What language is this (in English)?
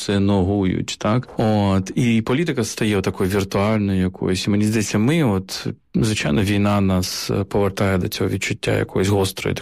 Ukrainian